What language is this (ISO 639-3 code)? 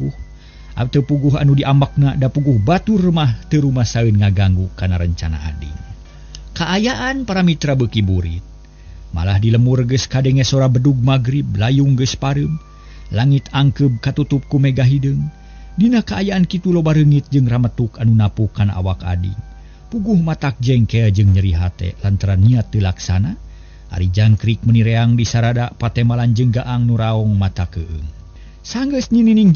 sun